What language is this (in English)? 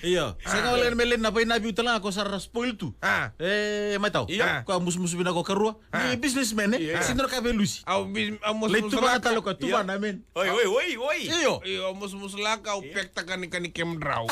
Fijian